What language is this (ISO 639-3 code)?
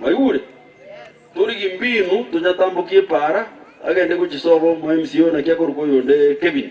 guz